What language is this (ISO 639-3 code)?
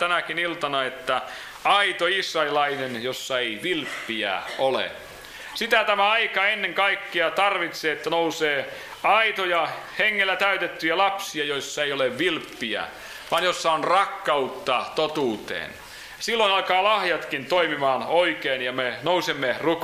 fin